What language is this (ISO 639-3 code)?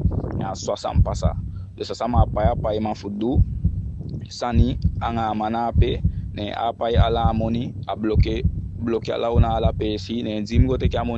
djk